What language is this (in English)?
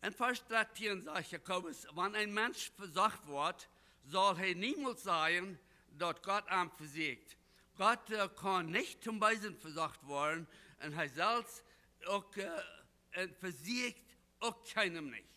Plautdietsch